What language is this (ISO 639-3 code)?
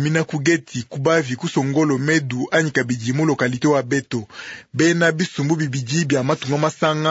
lua